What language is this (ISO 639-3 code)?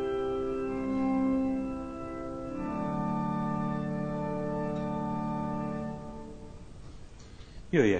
hun